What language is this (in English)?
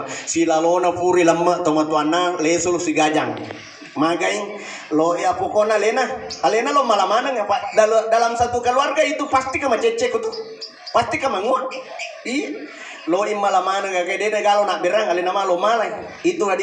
Buginese